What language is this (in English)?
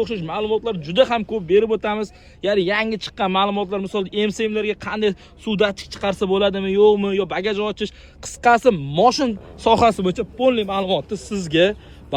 Uzbek